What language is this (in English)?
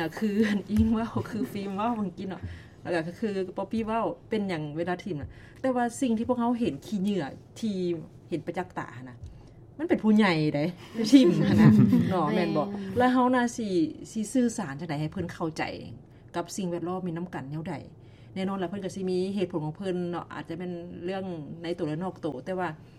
Lao